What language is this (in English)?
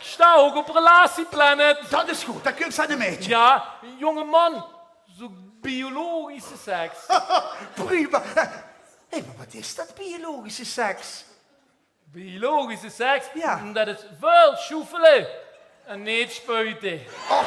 Limburgish